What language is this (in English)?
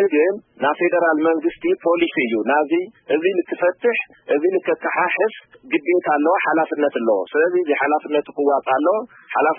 Tigrinya